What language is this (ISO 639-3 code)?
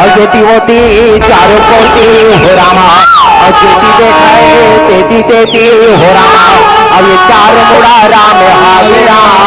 hne